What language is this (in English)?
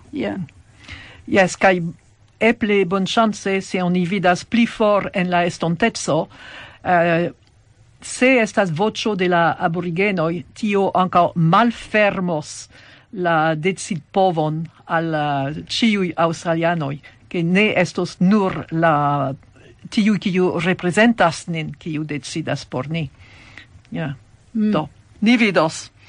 Esperanto